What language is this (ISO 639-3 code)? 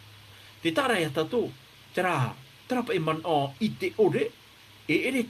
tah